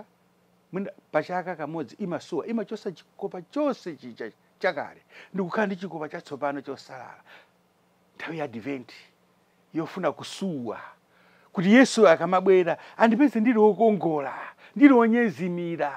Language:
Nyanja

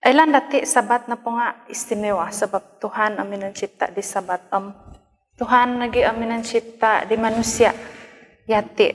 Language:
Central Dusun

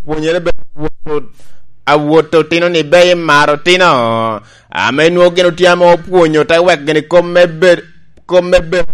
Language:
Lango (Uganda)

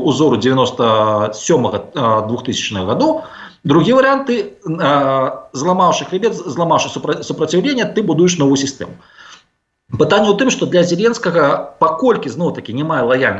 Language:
Belarusian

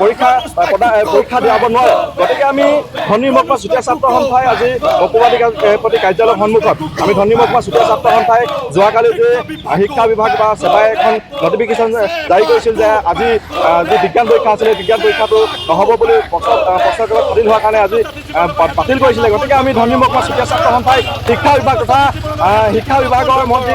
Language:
Assamese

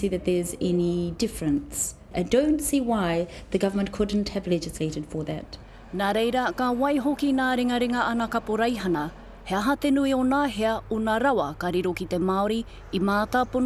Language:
Māori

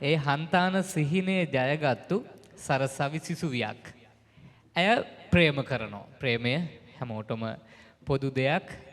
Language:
Sinhala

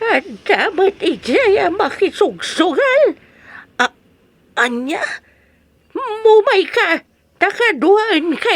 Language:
Iloko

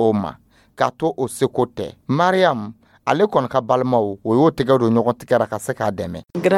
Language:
Dyula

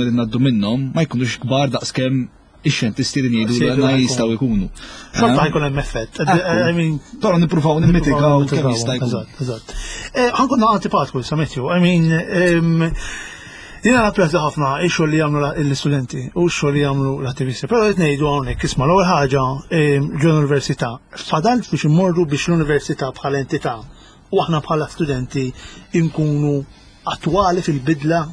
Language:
Maltese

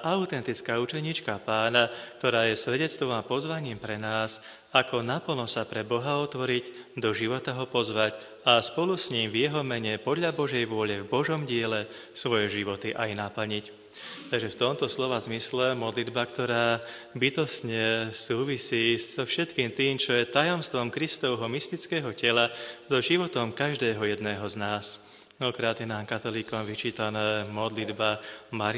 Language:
Slovak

